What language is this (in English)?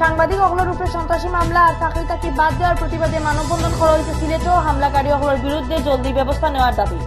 Sylheti